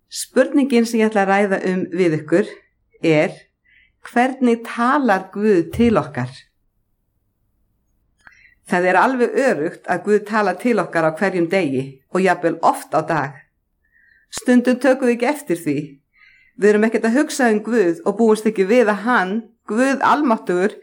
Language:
Icelandic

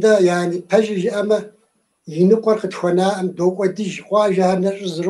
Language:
Kabardian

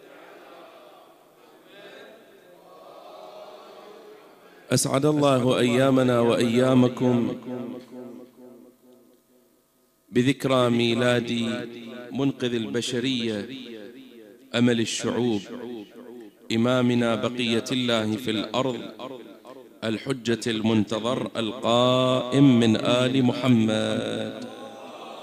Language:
Arabic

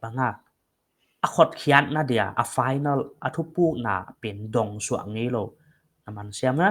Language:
Paite Chin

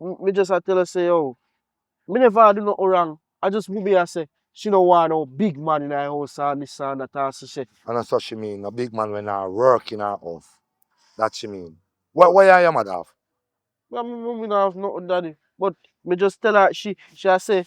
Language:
Jamaican Creole English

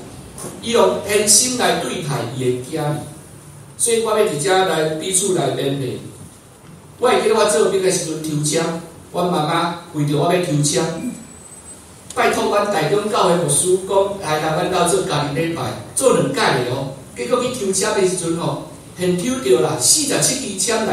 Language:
Min Nan Chinese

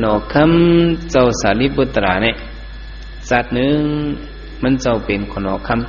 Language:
Shan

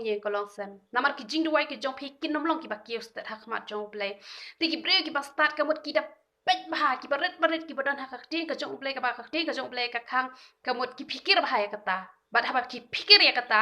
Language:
Khasi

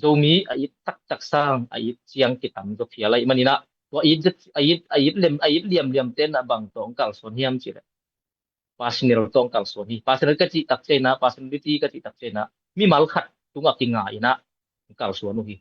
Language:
Tedim Chin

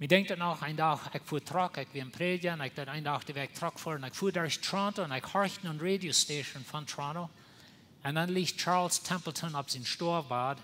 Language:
Plautdietsch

